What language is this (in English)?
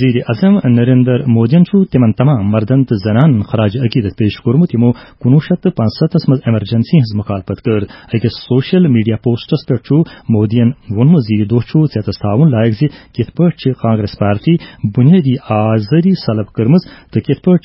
Kashmiri